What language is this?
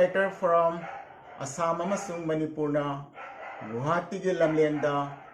Manipuri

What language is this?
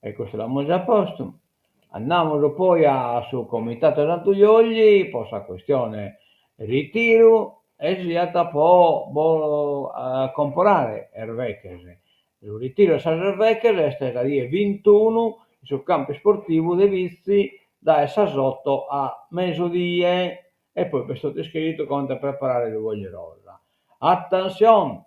Sardinian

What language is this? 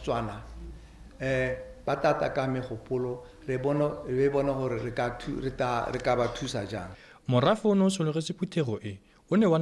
Tswana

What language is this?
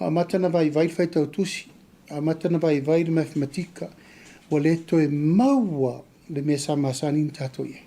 Samoan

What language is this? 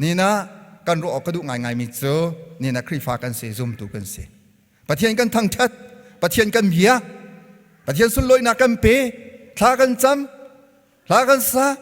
Hakha Chin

